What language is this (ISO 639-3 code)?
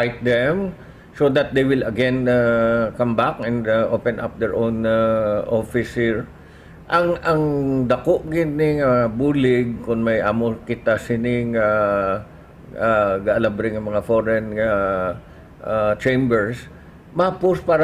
hil